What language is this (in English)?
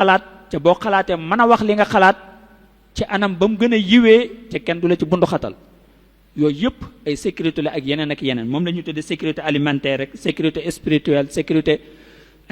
Wolof